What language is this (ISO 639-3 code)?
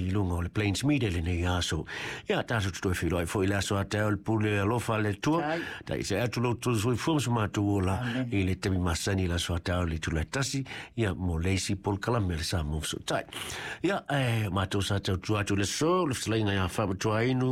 smo